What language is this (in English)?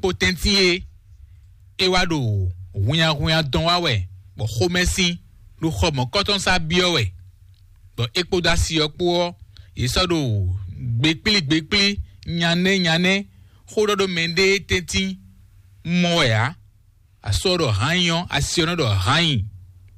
Fon